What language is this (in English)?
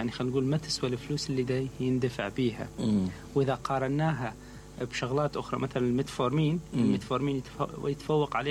Mesopotamian Arabic